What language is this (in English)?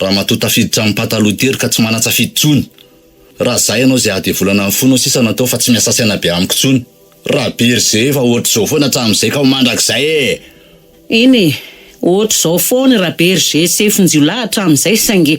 Malagasy